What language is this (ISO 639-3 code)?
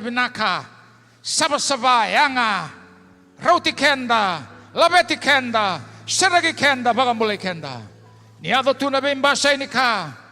fij